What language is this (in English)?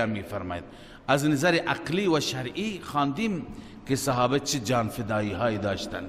Persian